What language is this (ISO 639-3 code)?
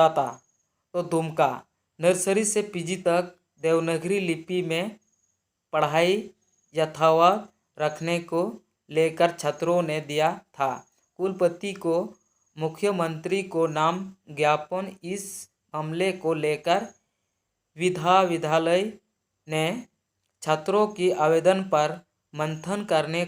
sat